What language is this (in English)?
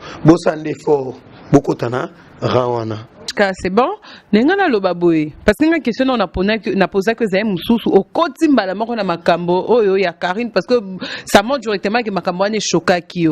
Lingala